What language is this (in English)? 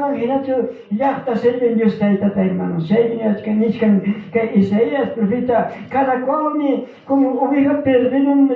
Ayacucho Quechua